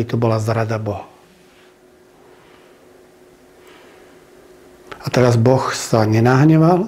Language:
Slovak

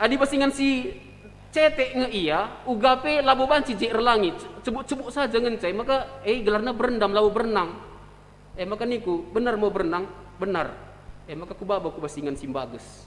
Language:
Batak Karo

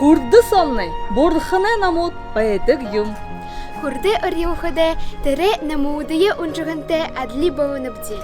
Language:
Buriat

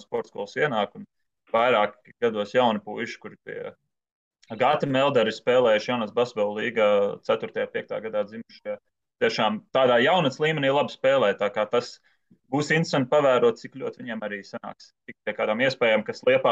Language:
Latvian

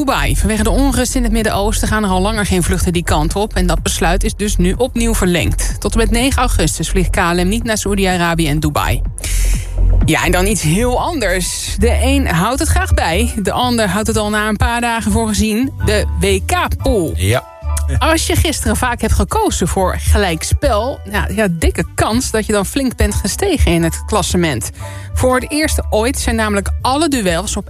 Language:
Dutch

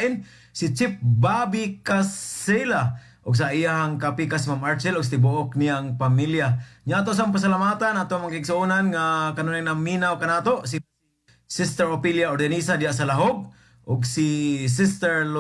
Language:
Cebuano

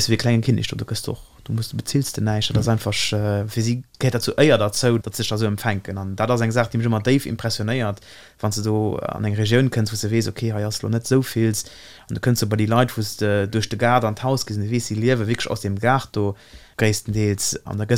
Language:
Luxembourgish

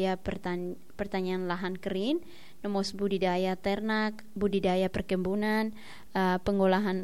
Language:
Tetum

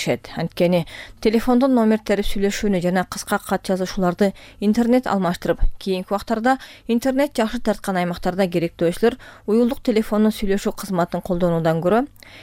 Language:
Kyrgyz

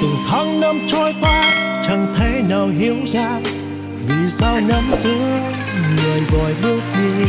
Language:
Hmong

